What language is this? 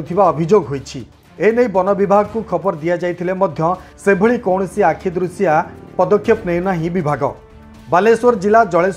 Odia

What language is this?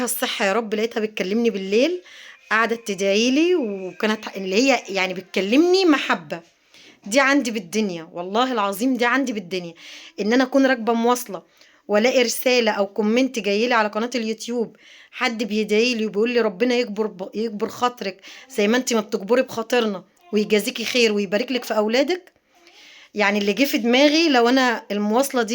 Egyptian Arabic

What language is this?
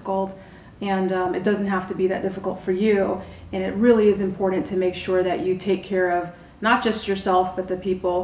English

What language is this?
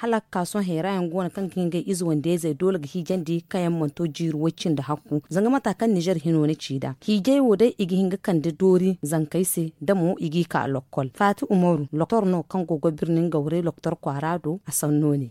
Zarma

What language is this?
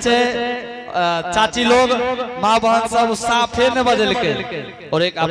Angika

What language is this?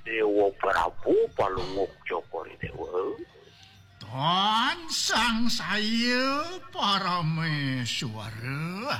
Balinese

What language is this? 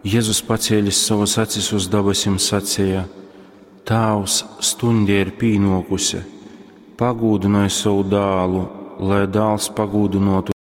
Latgalian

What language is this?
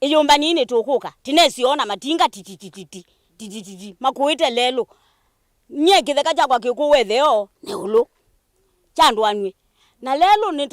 Kamba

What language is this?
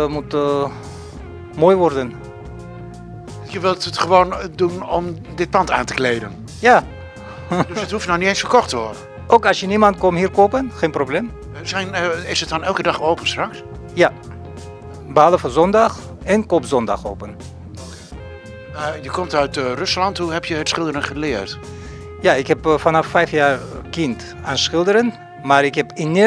Dutch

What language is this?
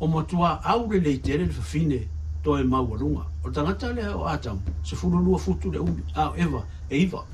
Samoan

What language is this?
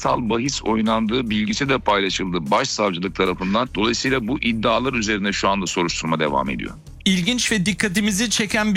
Turkish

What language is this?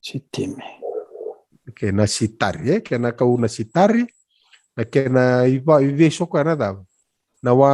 Fijian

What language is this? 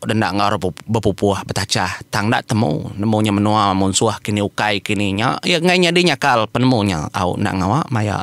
Iban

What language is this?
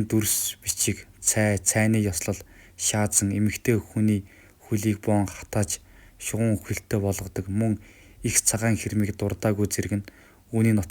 Mongolian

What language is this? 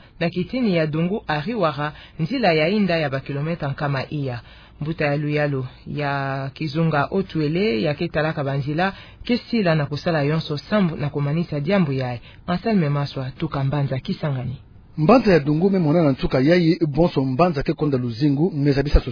Kituba (Democratic Republic of Congo)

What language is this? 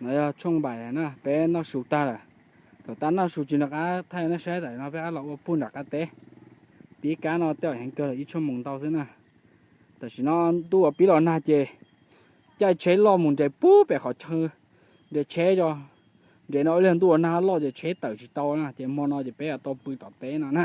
Hmong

